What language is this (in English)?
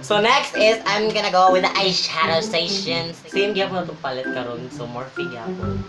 Cebuano